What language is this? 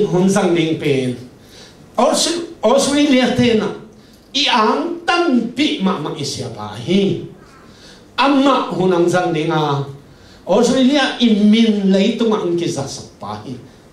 Tedim Chin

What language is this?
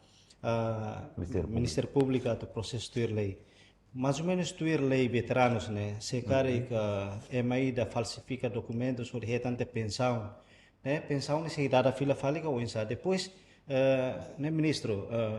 Tetum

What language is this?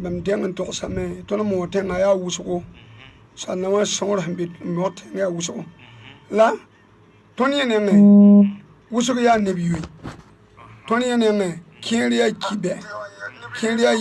Mossi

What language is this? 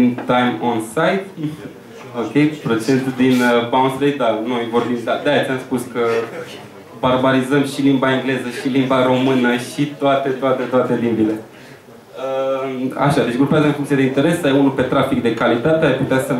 Romanian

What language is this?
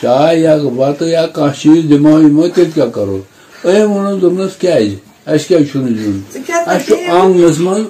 Kashmiri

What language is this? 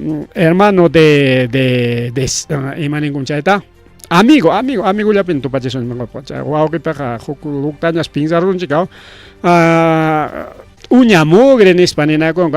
Ayacucho Quechua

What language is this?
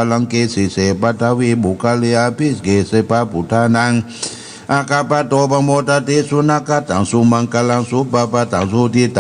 Pali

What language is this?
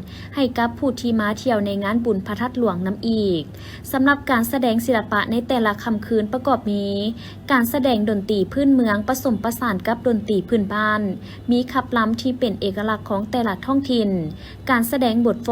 Lao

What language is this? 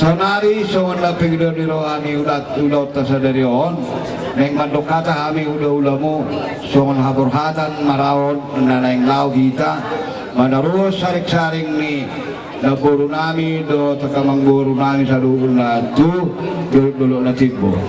Batak Toba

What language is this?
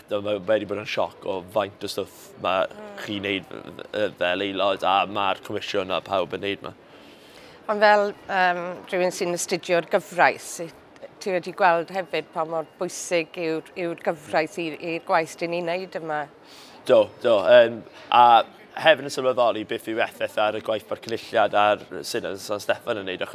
Welsh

